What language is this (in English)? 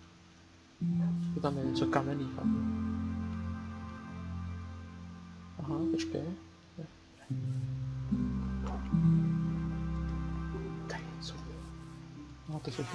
Czech